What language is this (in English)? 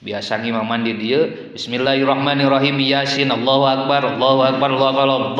Sundanese